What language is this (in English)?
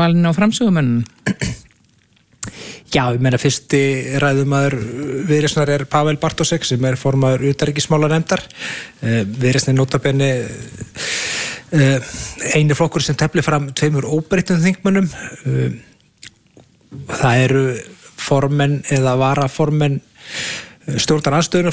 Icelandic